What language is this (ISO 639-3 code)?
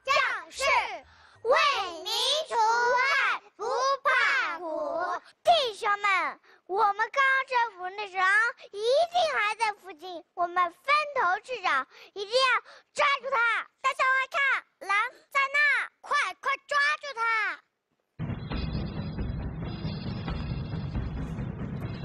zho